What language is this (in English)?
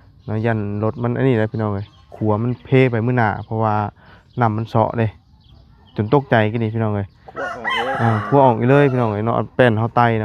Lao